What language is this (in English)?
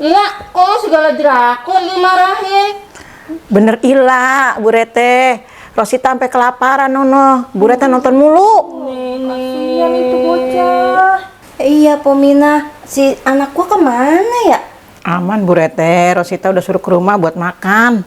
Betawi